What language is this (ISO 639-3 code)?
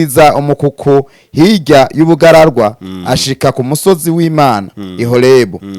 run